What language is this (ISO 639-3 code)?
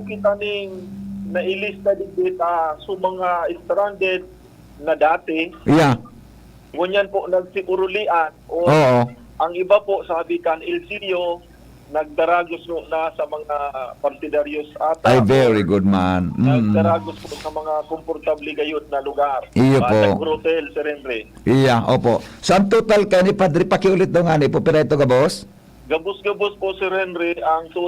bik